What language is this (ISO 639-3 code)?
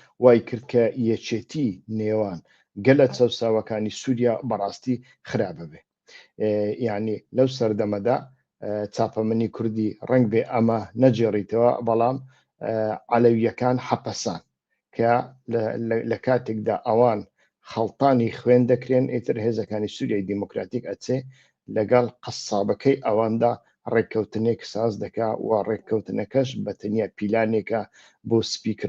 ckb